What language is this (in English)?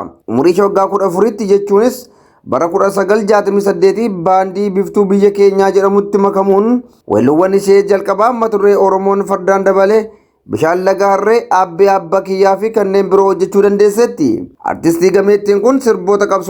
Oromo